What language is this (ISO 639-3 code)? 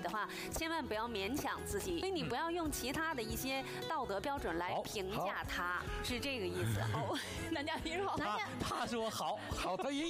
zho